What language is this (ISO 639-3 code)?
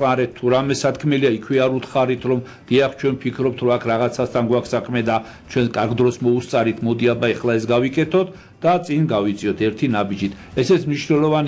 kat